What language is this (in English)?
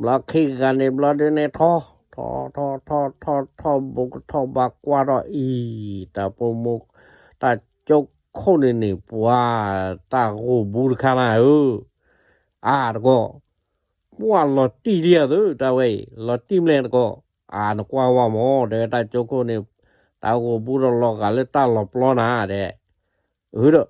S'gaw Karen